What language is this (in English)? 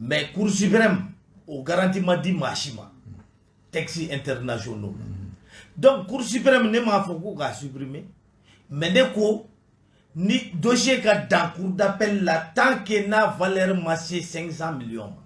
Bambara